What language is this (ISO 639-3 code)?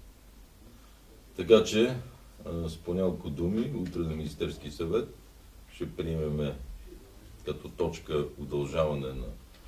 bul